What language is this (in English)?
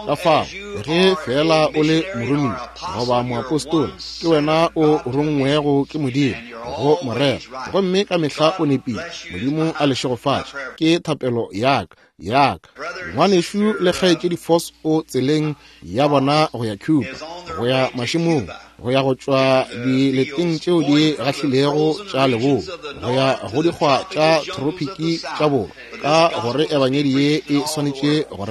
Northern Sotho